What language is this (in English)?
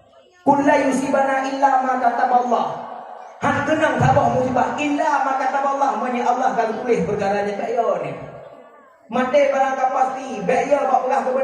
Achinese